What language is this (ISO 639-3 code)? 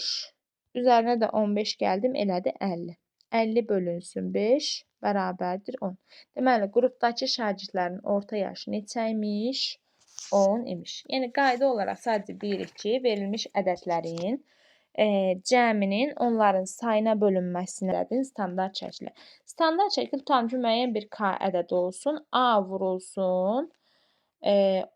aze